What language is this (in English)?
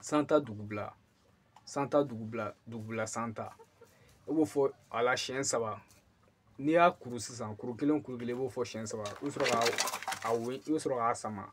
Bambara